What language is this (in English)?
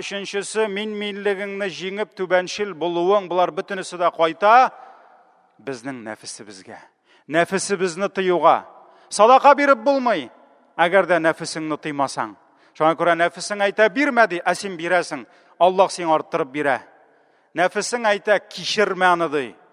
Tatar